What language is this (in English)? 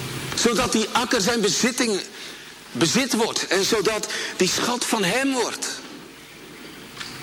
Dutch